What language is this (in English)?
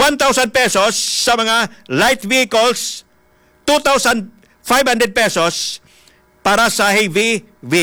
Hiligaynon